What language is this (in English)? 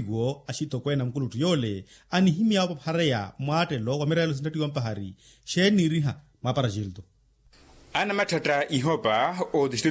Makhuwa